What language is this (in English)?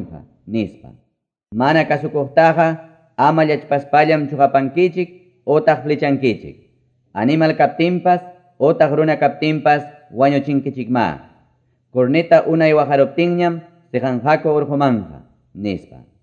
Quechua